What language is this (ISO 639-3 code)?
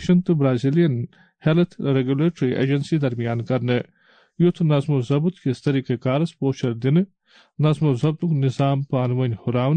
kas